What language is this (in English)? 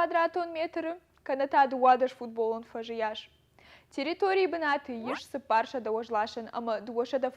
Ossetic